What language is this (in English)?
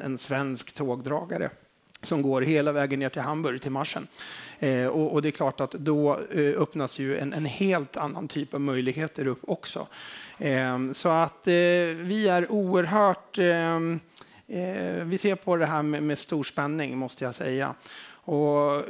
Swedish